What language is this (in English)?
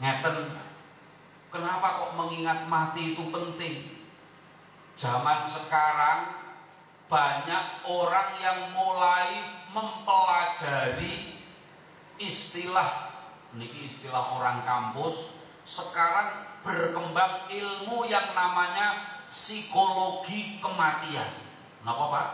Javanese